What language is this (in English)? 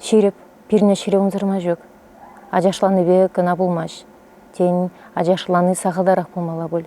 Chuvash